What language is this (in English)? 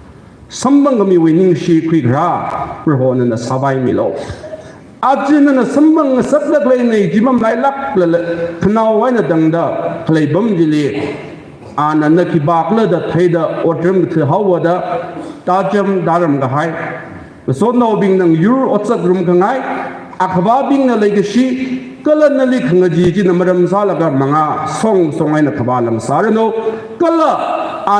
Tangkhul Naga (India)